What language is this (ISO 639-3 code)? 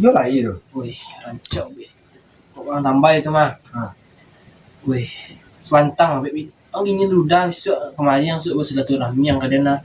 min